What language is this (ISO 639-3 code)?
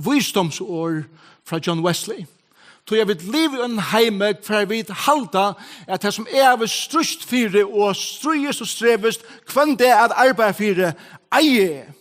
fao